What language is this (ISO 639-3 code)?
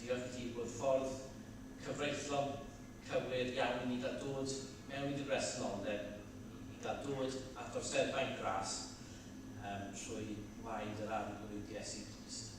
cym